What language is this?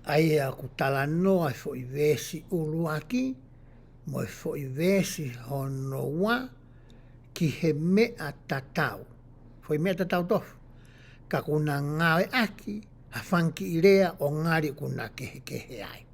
Tongan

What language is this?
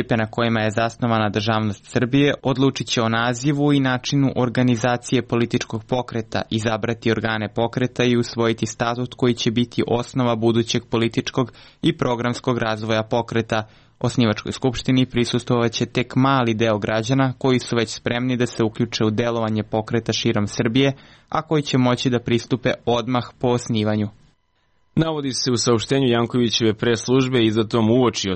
Serbian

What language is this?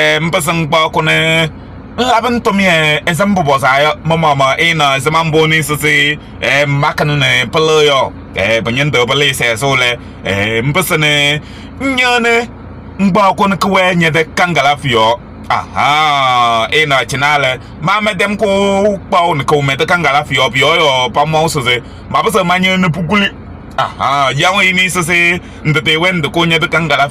Kabiyè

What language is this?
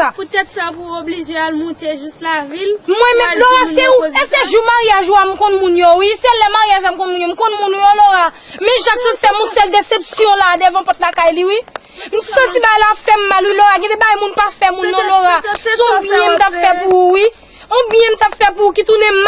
Haitian Creole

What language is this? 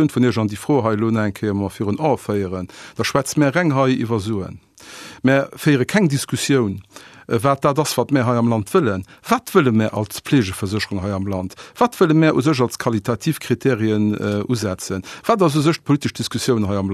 Luxembourgish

